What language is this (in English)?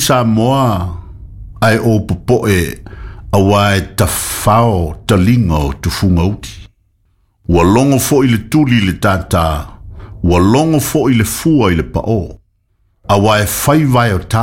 Samoan